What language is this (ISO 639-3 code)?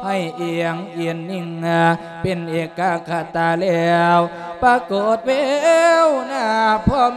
lao